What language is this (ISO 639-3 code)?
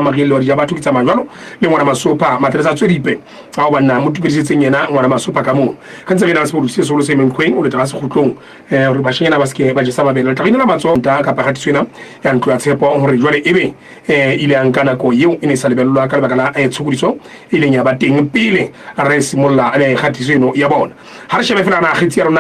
sot